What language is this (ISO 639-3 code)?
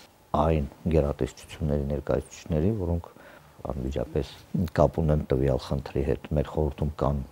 hye